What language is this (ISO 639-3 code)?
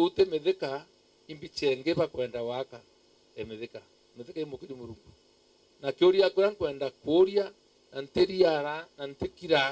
mer